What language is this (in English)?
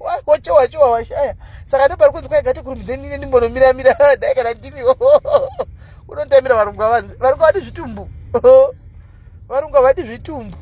Shona